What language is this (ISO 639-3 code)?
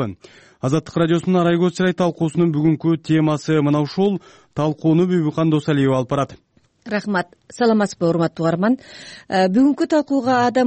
kir